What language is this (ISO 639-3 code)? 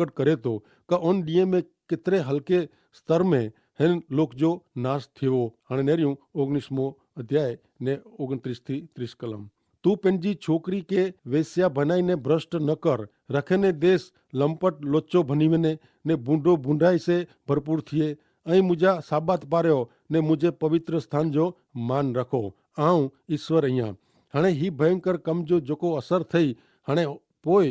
kfr